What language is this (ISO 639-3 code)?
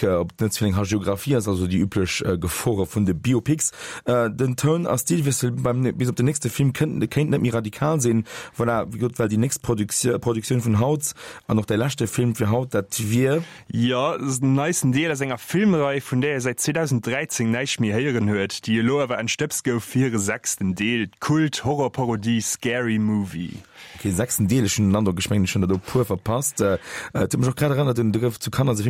ltz